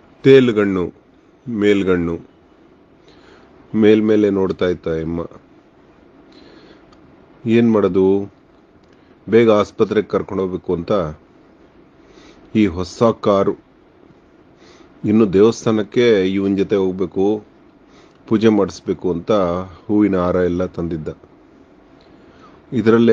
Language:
Kannada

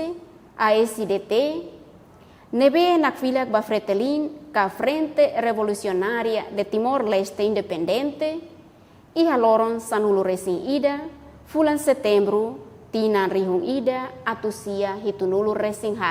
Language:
Tetum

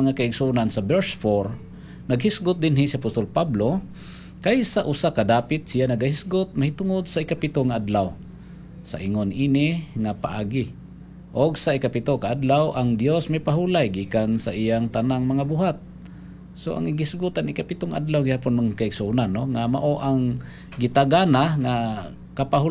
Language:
Cebuano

